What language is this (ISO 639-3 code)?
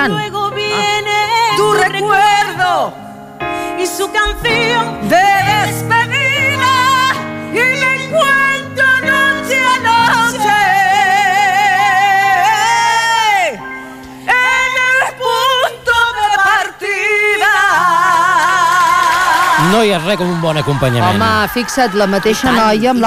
cat